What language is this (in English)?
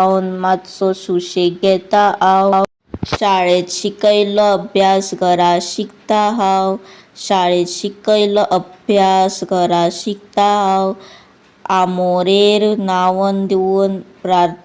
Konkani